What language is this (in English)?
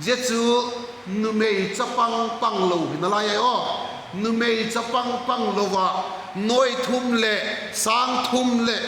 Vaiphei